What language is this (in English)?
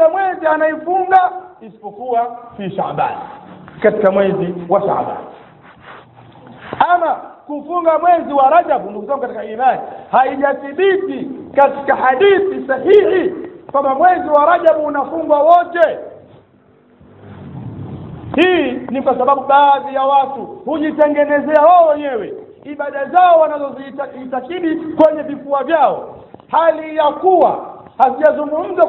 Swahili